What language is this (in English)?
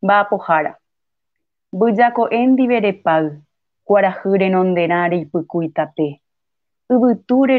Guarani